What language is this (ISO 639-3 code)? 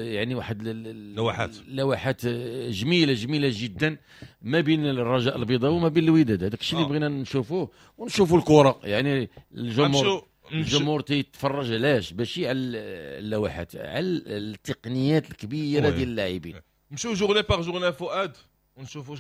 ary